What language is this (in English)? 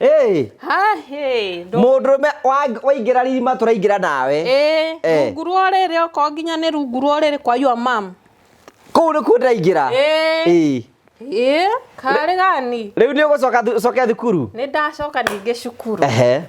Kikuyu